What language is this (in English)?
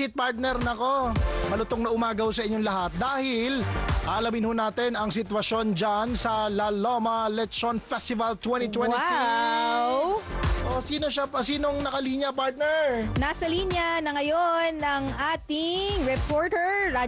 Filipino